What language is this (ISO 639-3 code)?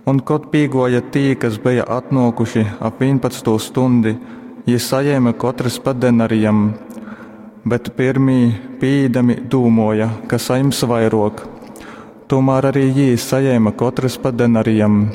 ltg